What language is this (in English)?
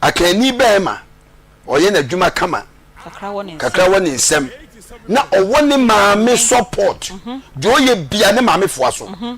Akan